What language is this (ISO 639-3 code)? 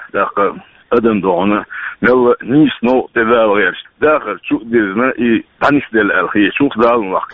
che